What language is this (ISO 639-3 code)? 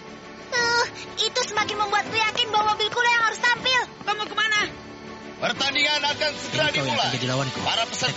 ind